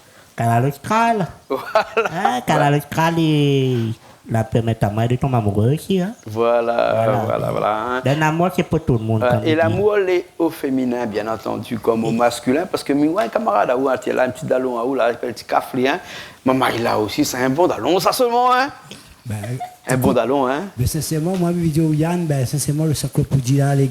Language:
Réunion Creole French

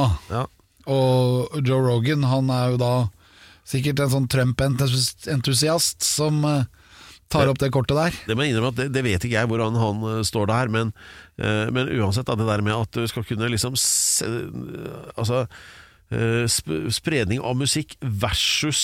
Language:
Norwegian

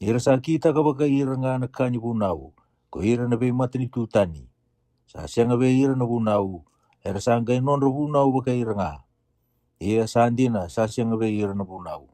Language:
Fijian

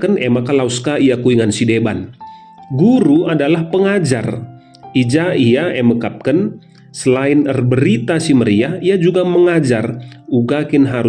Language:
Batak Karo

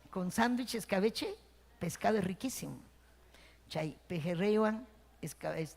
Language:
Ayacucho Quechua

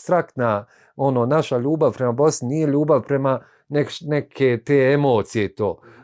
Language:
Bosnian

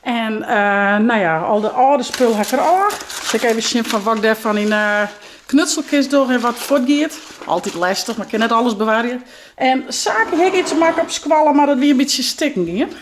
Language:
Western Frisian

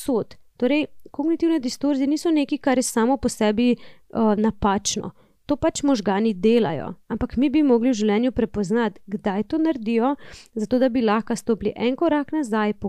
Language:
Slovenian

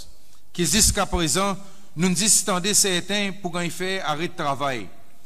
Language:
Seselwa Creole French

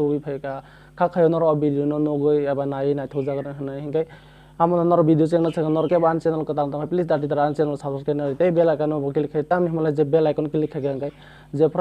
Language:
Kok Borok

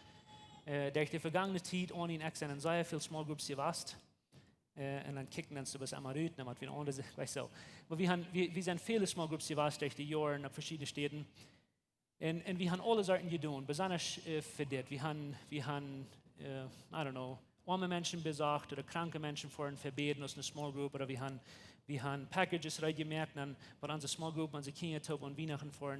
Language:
Plautdietsch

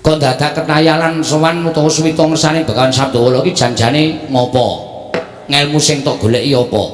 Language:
Javanese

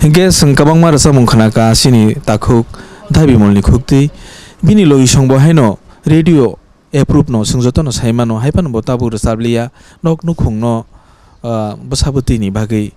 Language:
Kok Borok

